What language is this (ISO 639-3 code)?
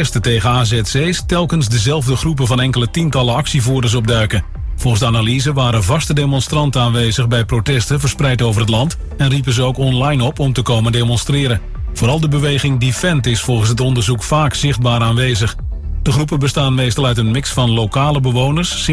nld